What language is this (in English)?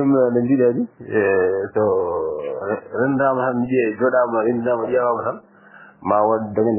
Fula